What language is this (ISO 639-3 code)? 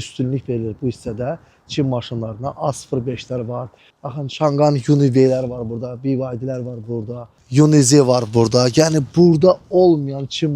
aze